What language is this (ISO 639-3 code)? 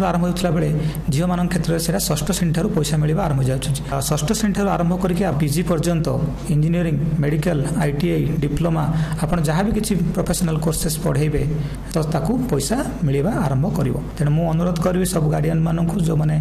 ori